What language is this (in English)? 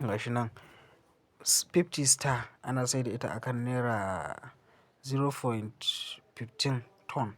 Hausa